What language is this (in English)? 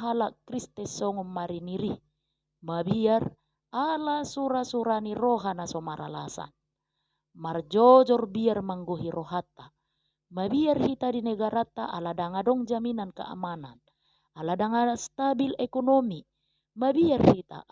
Batak Toba